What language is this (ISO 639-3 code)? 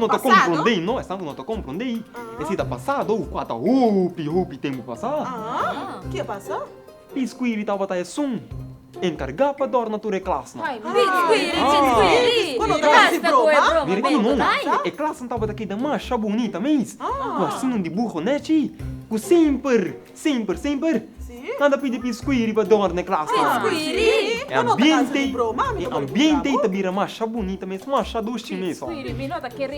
pap